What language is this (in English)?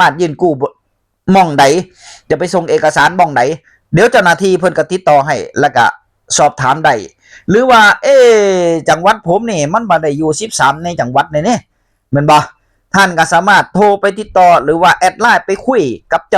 Northeastern Thai